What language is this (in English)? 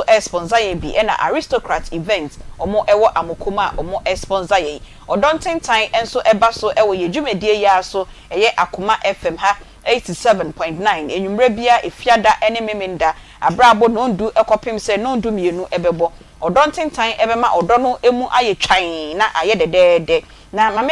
Akan